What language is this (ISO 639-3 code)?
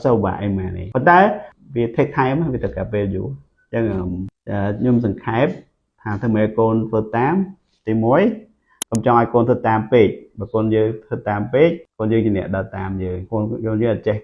khm